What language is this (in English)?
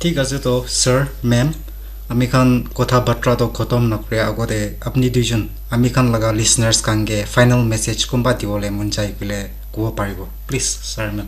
Naga Pidgin